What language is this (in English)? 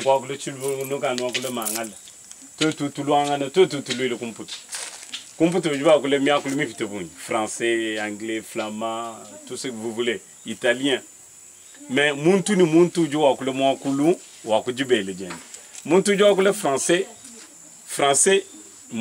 Luba-Lulua